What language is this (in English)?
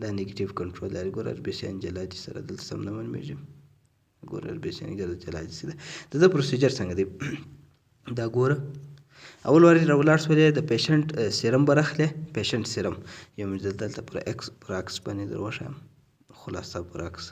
Pashto